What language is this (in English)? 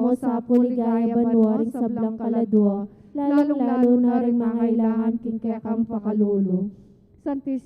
Pampanga